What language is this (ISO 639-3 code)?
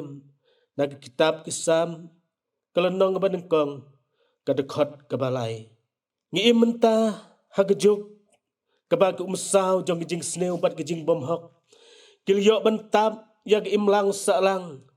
kha